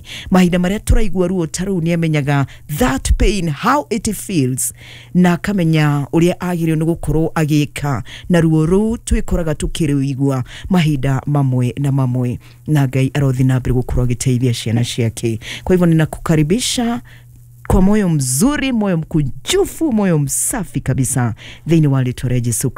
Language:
Kikuyu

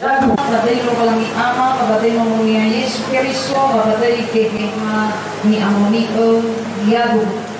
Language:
Nias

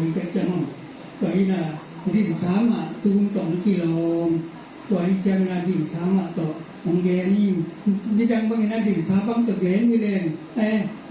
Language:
Tedim Chin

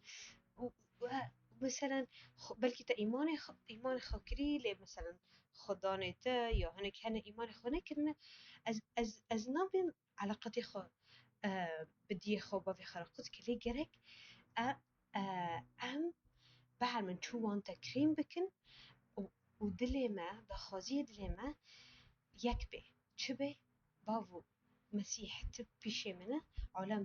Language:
Kurdish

